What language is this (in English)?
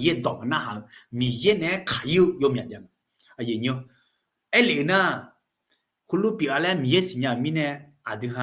Akha